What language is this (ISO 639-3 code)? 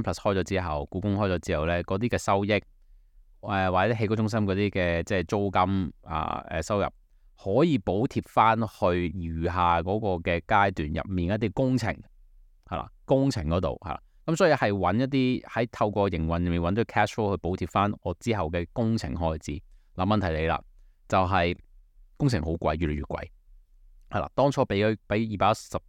yue